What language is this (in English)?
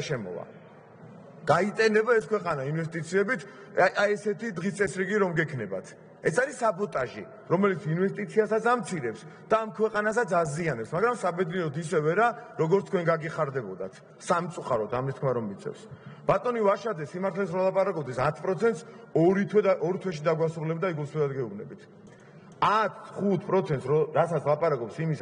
Georgian